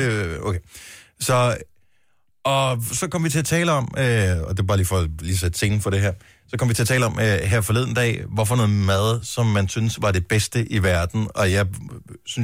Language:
Danish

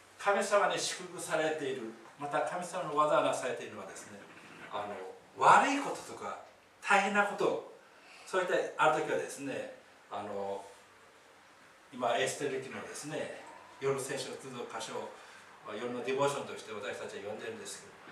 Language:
Japanese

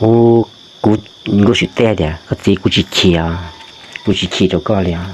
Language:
Hmong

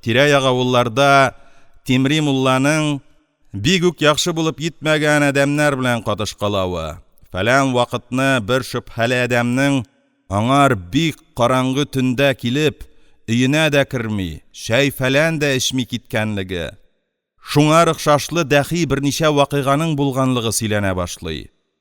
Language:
Tatar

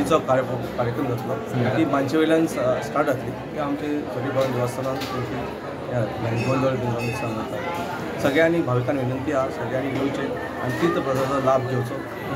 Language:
Konkani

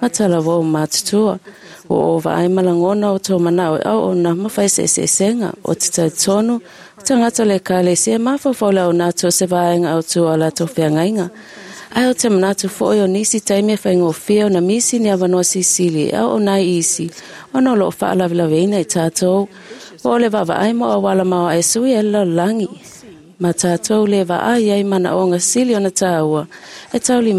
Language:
Samoan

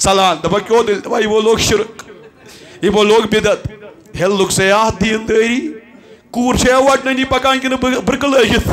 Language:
Kashmiri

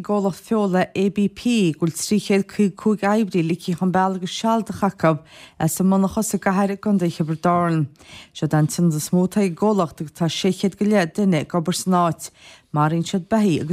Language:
Irish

